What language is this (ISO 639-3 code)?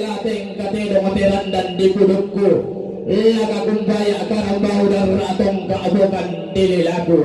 sda